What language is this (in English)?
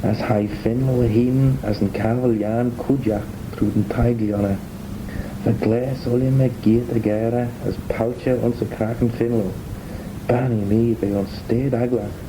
Manx